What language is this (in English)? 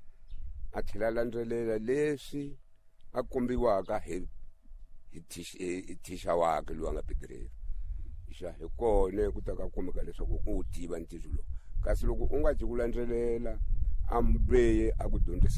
Tsonga